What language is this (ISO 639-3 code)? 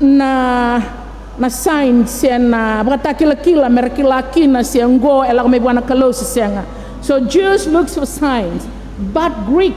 fij